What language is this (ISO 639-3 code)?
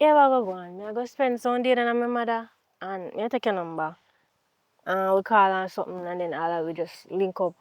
jam